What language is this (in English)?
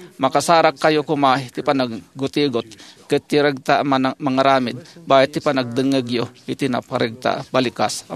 Iloko